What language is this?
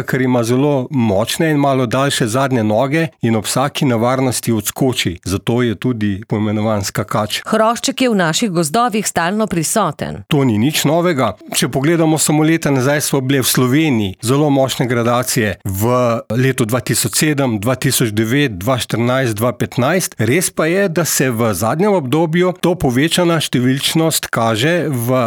Slovenian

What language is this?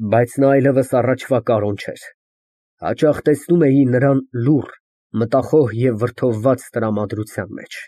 Armenian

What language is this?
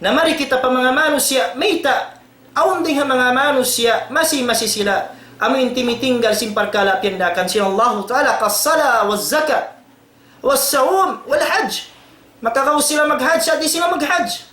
Tausug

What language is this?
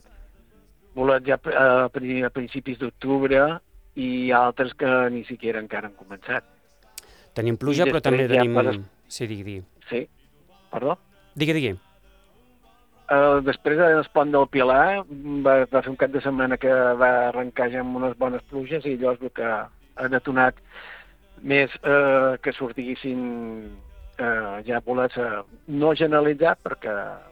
Catalan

